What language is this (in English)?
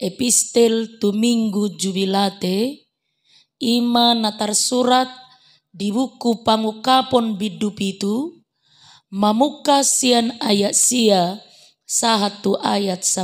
Batak Toba